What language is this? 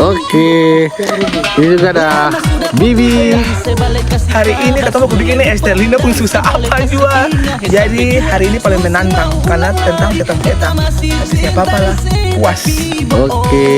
Ambonese Malay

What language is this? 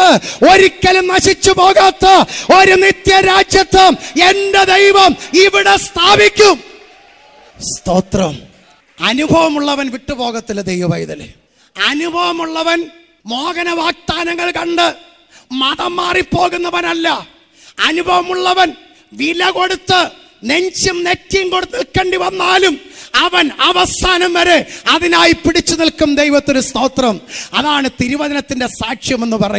Malayalam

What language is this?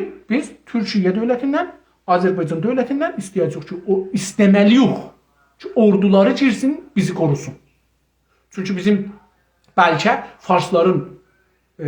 South Azerbaijani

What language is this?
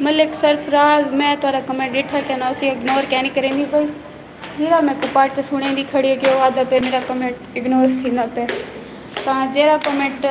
Saraiki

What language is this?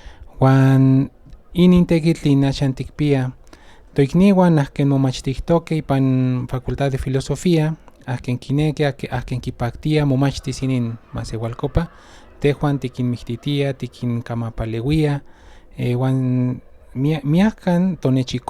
Central Nahuatl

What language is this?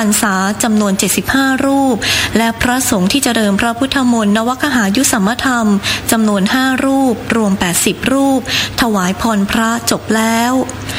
Thai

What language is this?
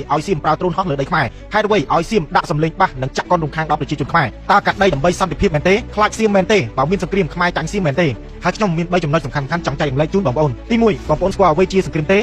Khmer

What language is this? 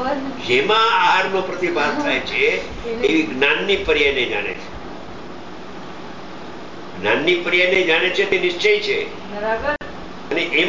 Gujarati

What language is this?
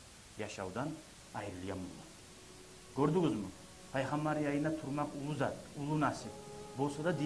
Kumyk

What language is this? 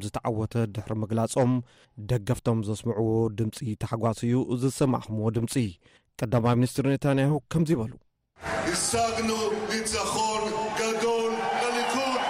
Tigrinya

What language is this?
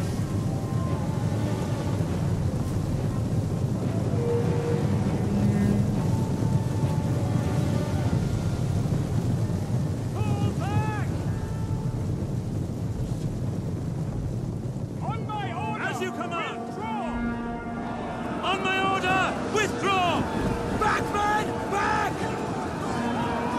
English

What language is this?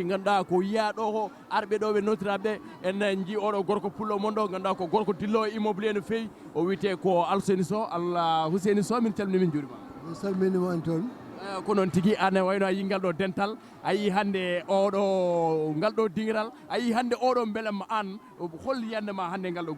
Fula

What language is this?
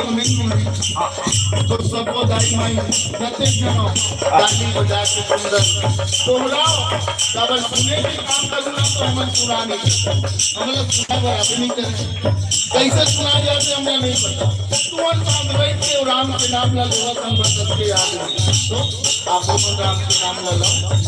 Chhattisgarhi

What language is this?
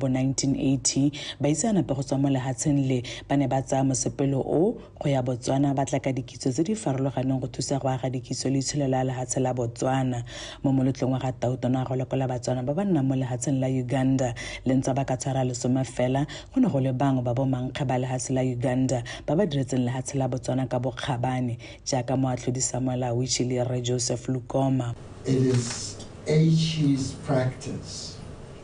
Tswana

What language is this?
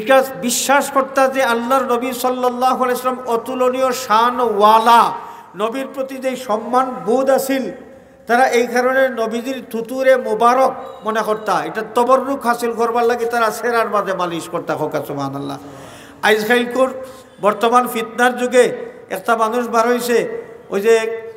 Sylheti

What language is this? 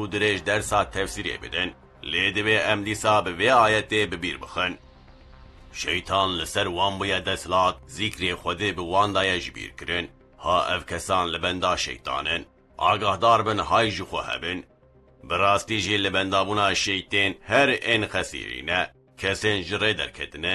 Kurdish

